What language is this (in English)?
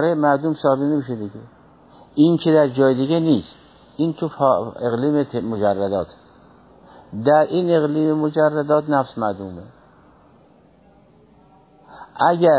Persian